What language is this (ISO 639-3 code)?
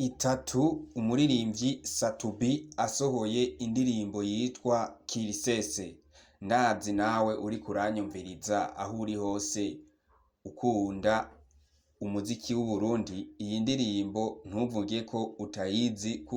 run